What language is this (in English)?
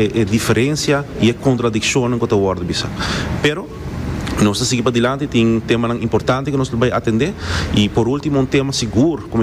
Papiamento